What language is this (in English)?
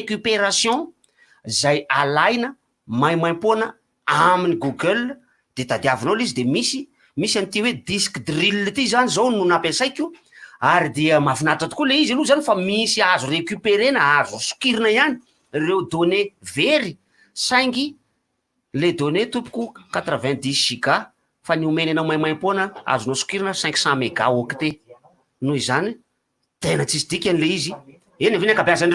Malagasy